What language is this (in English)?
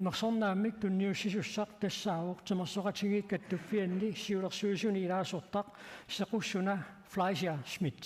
Kalaallisut